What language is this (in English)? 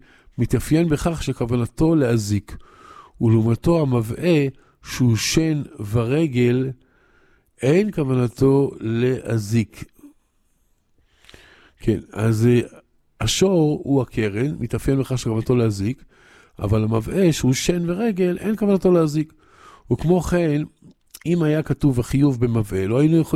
Hebrew